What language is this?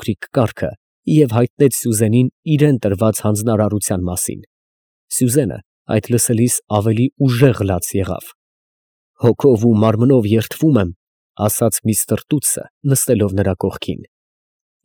Armenian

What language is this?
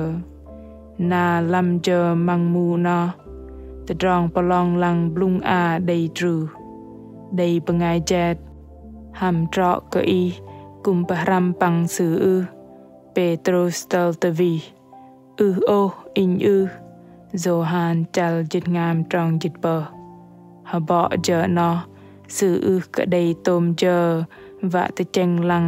Bahnar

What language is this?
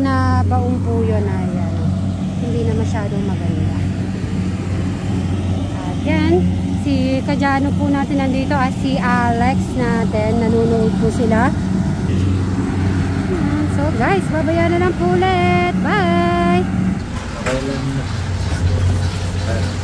Filipino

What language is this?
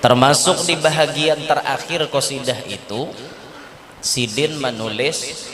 Banjar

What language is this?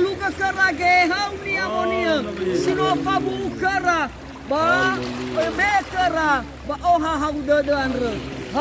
Nias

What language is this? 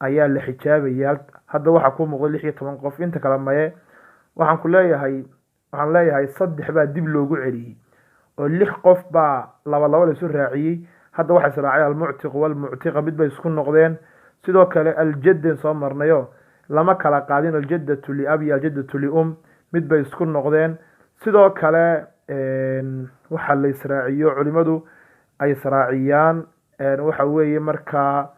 Somali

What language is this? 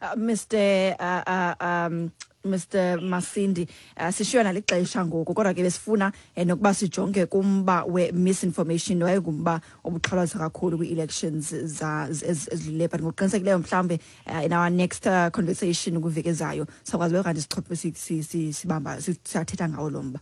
Xhosa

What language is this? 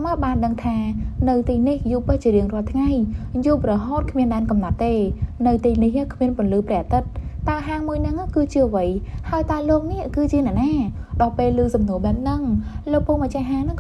Khmer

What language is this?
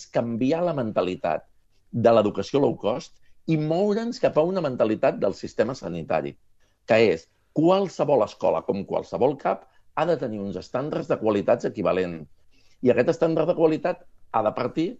Catalan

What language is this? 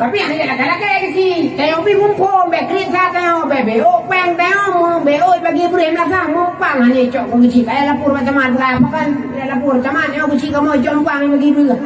Achinese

